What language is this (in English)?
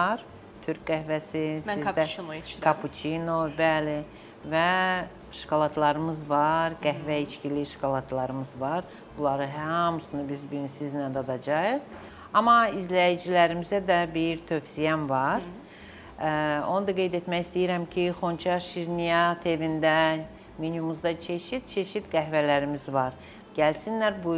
Azerbaijani